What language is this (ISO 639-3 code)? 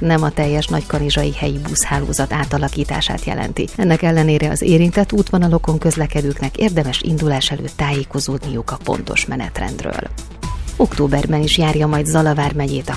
hun